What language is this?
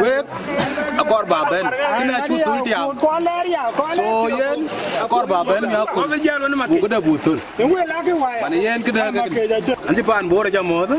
Dinka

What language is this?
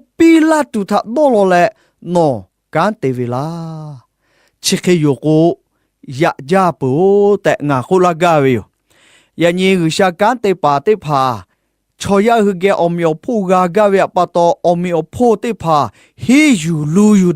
Lahu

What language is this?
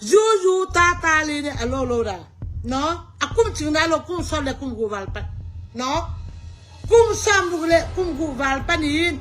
Tedim Chin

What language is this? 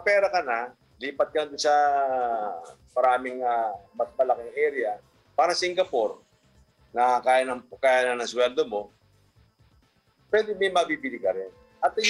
Filipino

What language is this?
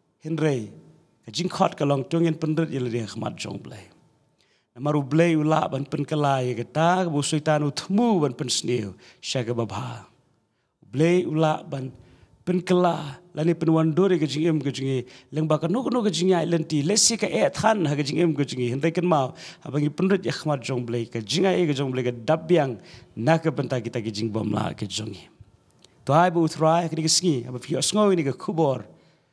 Khasi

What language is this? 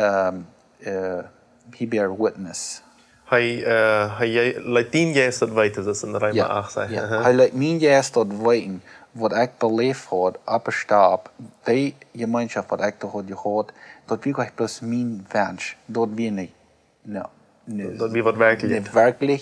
Plautdietsch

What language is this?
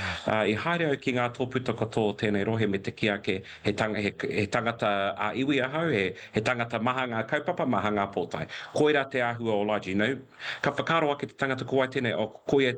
Māori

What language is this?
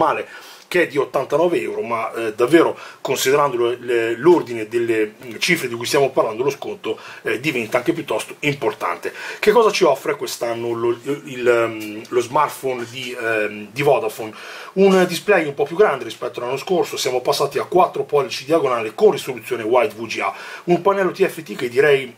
Italian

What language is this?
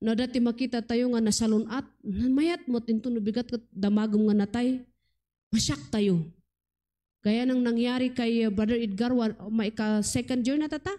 Iloko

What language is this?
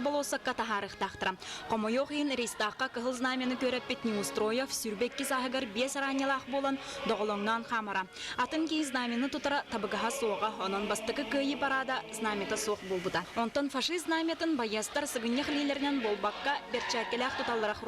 Yakut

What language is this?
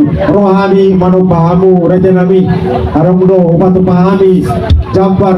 Batak Toba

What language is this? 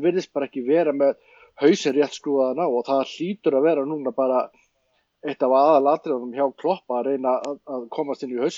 Icelandic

